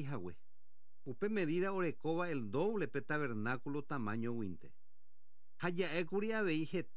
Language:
Guarani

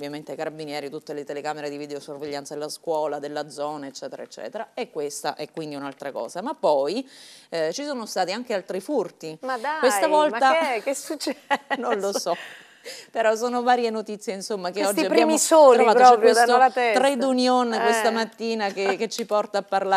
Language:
Italian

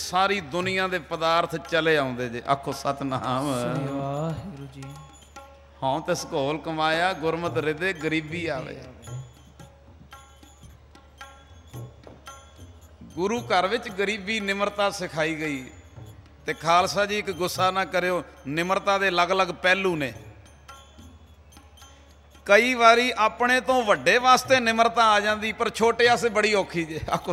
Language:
Punjabi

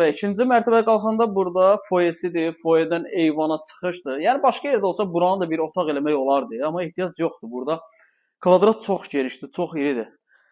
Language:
Azerbaijani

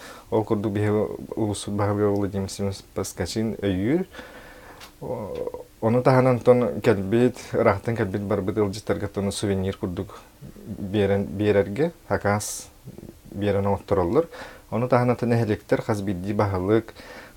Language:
Yakut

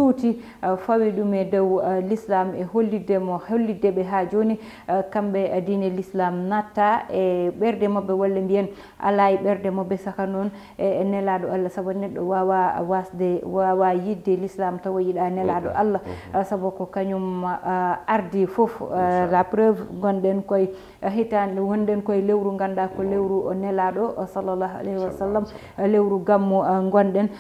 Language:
Fula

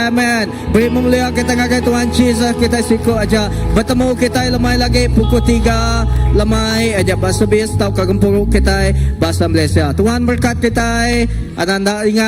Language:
Iban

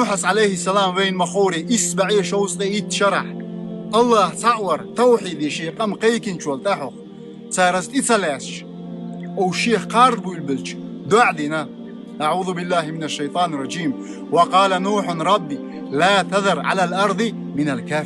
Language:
Chechen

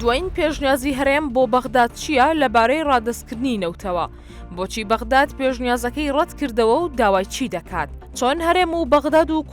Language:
Central Kurdish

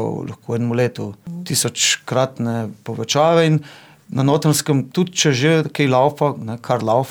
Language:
Slovenian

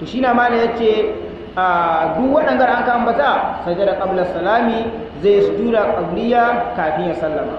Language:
Hausa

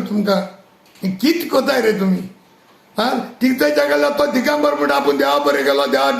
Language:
Konkani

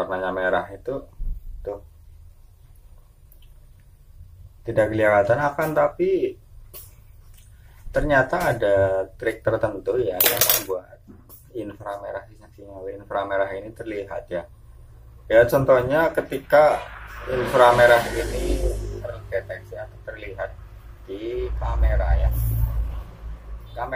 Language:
Indonesian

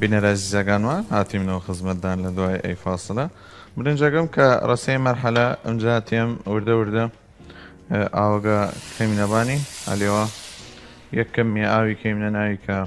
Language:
Southern Kurdish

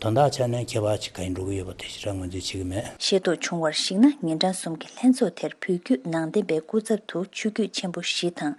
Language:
Tibetan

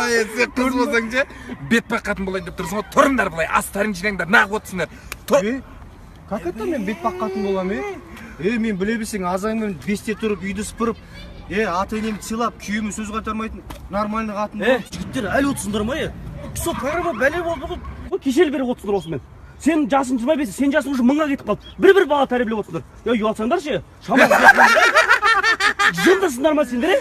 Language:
Kazakh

